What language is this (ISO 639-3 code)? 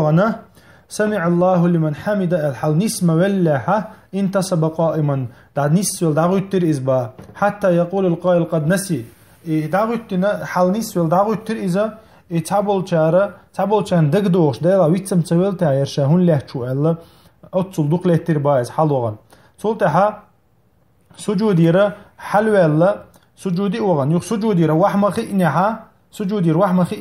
che